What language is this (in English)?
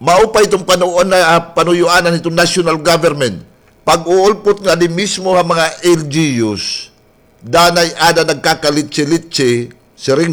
Waray